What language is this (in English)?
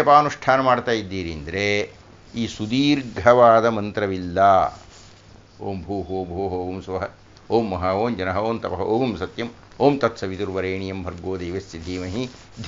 Kannada